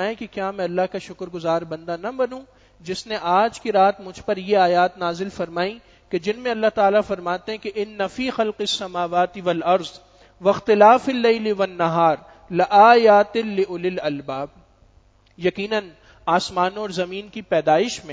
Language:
Urdu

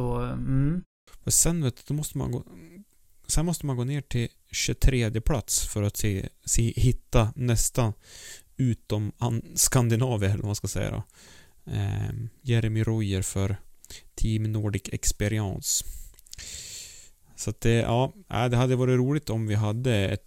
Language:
Swedish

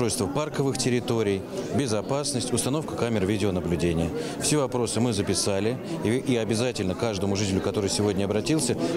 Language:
Russian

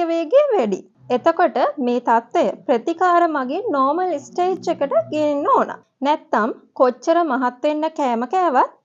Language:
Sinhala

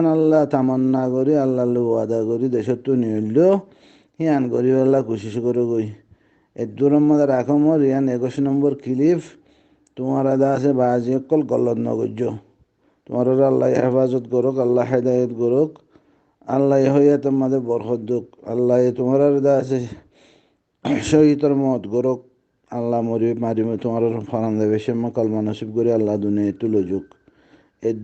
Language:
Rohingya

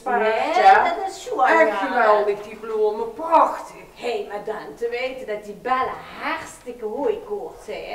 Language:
Limburgish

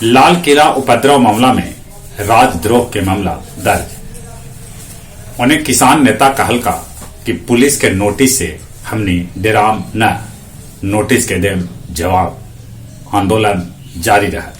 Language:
Magahi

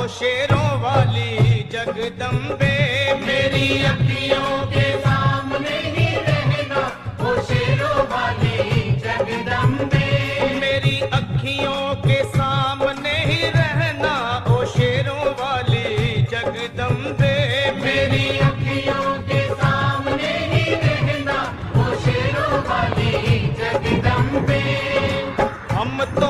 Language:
Hindi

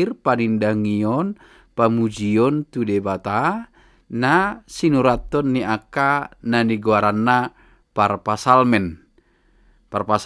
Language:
Batak Toba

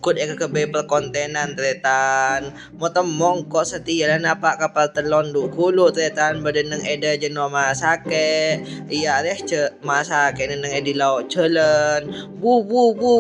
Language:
Madurese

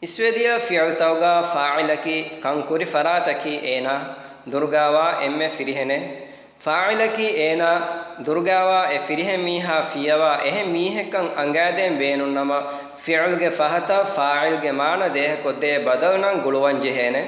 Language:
Divehi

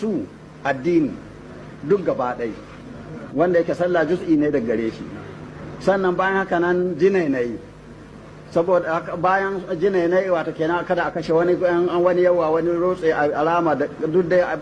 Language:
Hausa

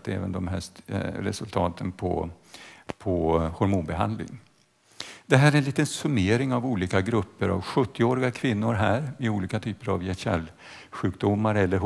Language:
Swedish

